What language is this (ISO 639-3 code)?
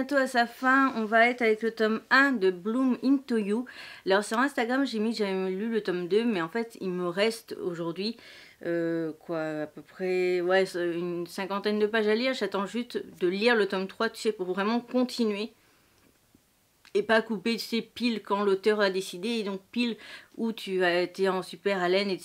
fra